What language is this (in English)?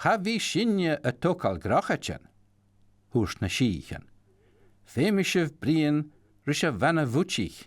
Scottish Gaelic